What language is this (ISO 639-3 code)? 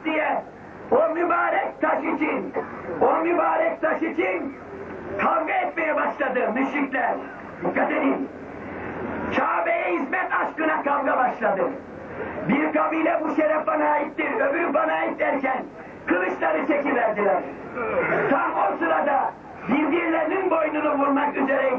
tur